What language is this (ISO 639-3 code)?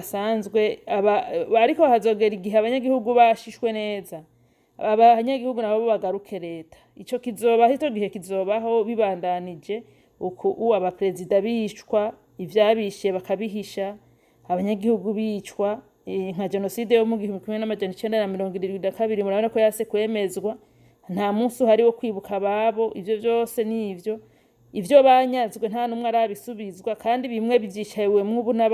run